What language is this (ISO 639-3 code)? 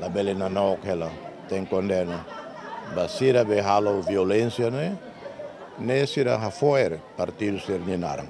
tet